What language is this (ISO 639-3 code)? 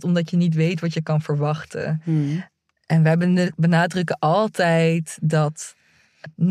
nld